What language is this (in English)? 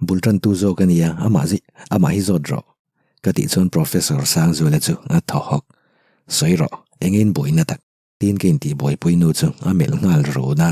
Mizo